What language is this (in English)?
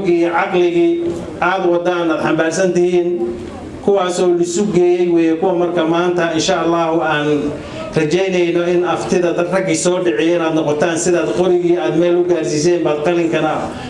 Somali